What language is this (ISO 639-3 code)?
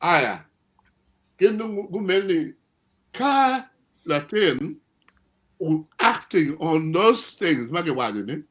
ach